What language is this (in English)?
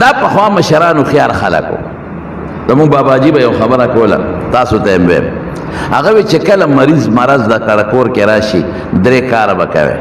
Pashto